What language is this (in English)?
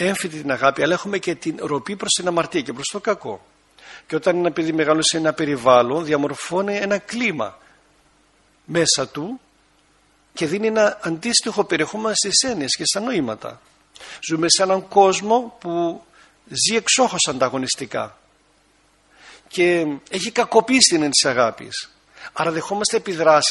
Greek